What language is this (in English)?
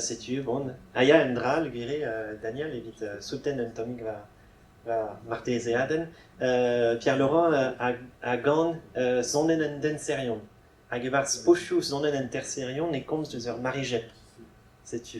Breton